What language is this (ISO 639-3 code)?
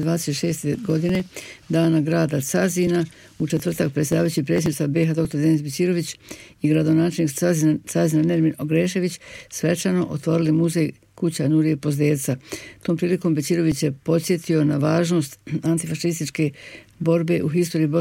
bos